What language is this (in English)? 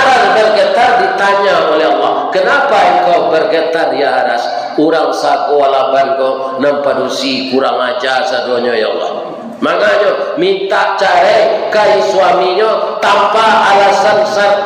Minangkabau